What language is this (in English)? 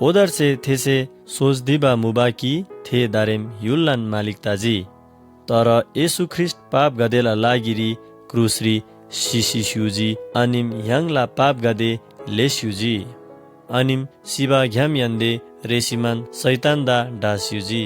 Eastern Tamang